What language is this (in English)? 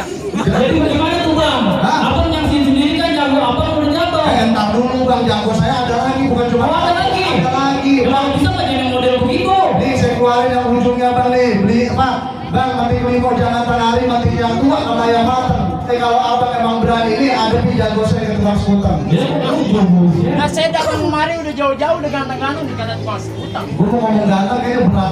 Betawi